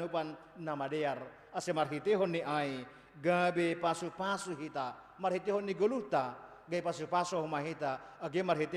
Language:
Batak Simalungun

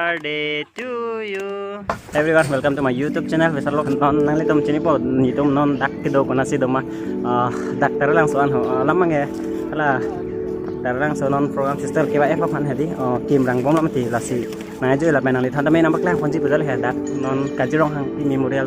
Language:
Karbi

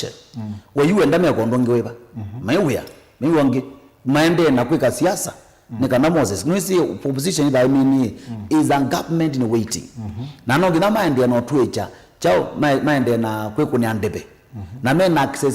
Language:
Kamba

